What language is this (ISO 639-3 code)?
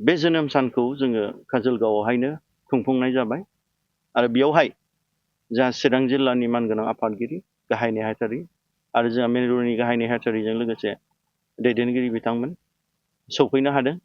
brx